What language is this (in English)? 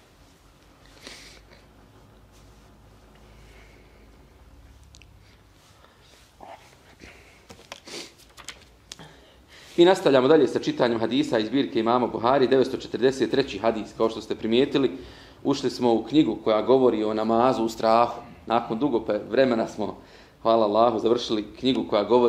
Bosnian